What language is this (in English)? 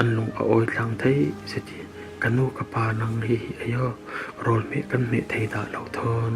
Falam Chin